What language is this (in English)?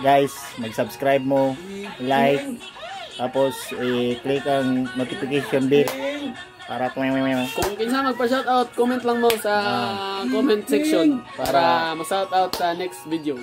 Cebuano